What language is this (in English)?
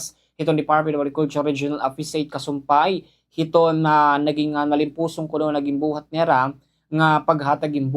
Waray